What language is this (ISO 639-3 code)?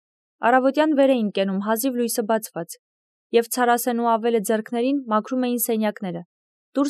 hye